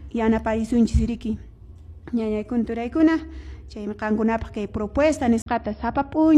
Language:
Quechua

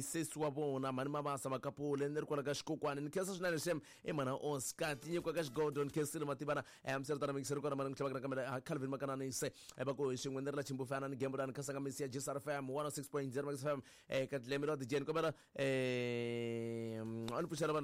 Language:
Tsonga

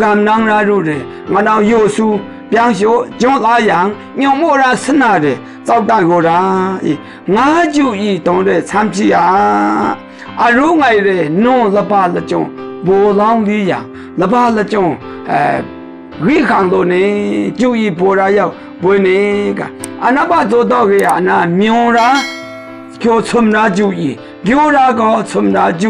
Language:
Maru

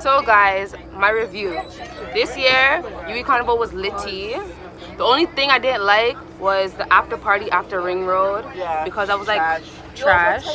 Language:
Jamaican Creole English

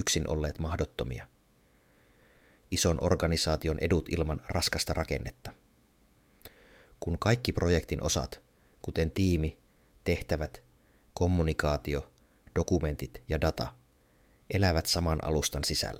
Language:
Finnish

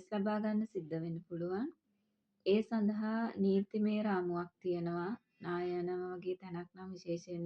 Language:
Sinhala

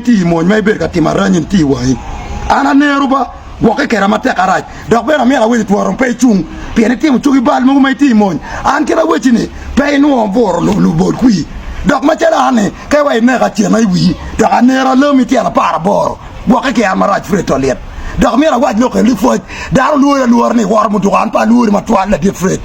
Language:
Acoli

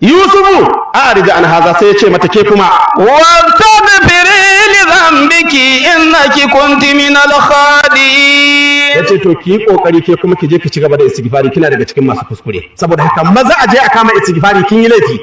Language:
Hausa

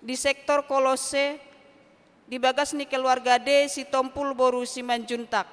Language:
Batak Toba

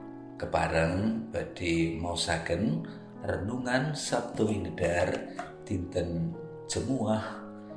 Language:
Javanese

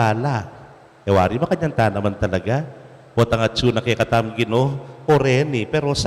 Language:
Pampanga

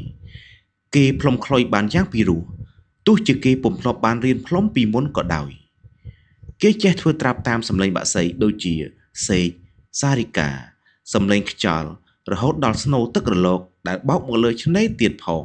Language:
Khmer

